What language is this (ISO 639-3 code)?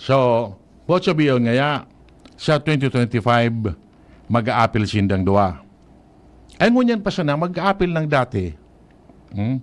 bik